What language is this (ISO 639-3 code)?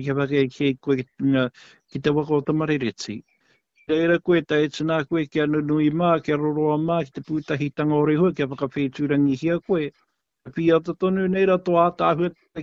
mri